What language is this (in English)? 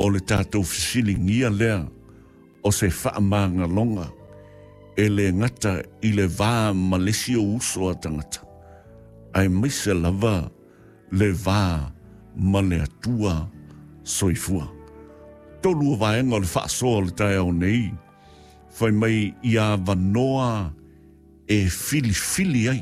Samoan